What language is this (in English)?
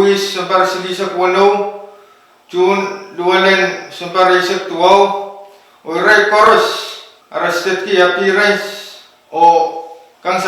Pohnpeian